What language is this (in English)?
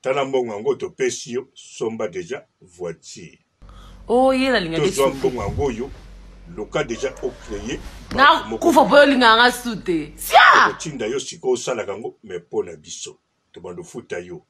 Lingala